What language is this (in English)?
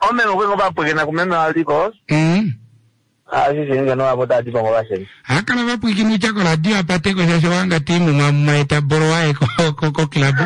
Kuanyama